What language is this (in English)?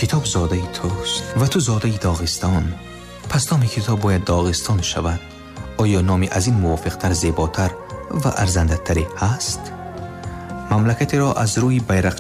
Tajik